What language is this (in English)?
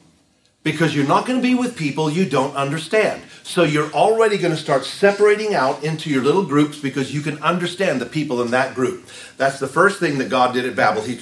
English